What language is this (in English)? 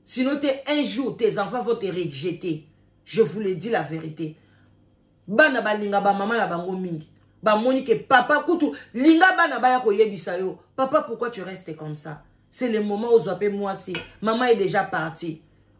Lingala